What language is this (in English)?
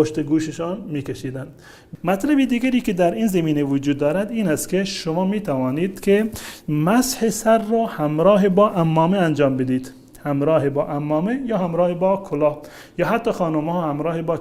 Persian